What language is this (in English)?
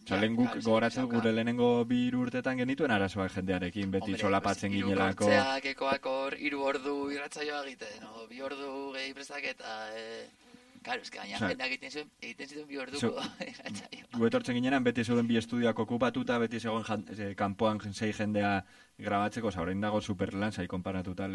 Basque